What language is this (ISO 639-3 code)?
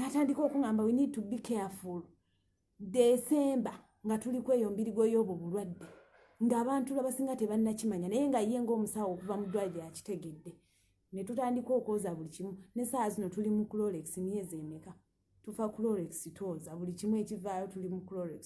lug